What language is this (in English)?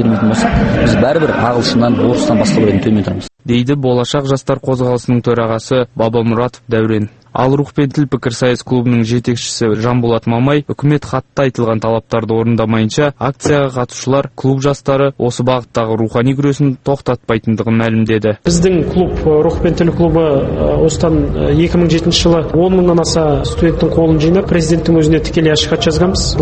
Kazakh